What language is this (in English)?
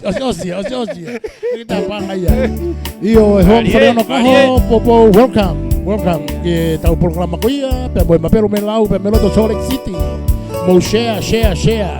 Tongan